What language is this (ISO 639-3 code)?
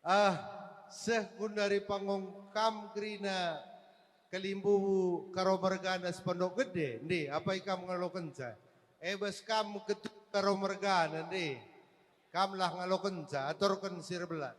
btx